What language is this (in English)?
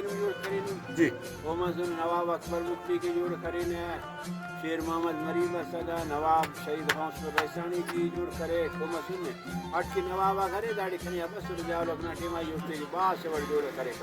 Brahui